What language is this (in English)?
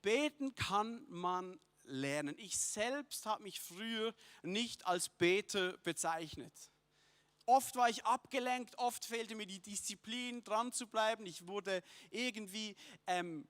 Swiss German